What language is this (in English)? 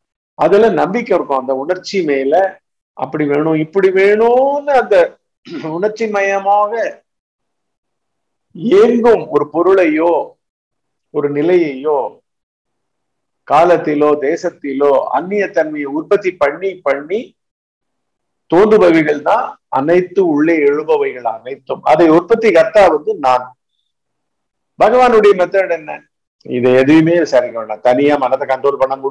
Tamil